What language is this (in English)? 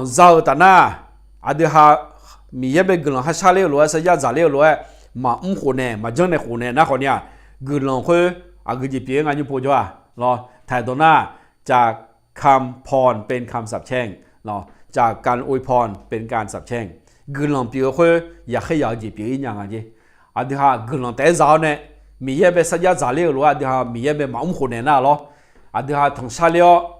Akha